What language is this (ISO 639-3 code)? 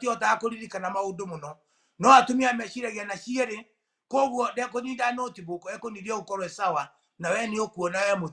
kik